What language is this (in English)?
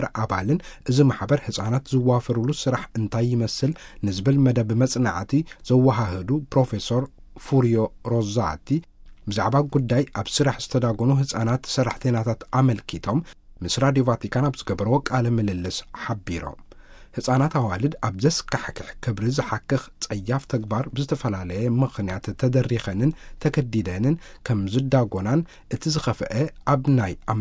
Tigrinya